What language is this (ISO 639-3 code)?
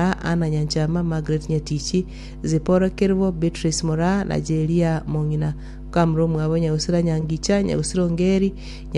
guz